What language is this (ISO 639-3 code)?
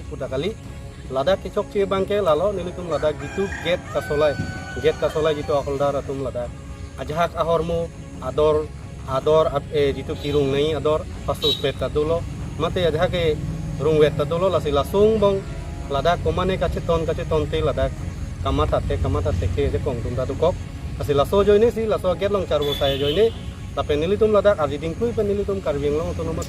mjw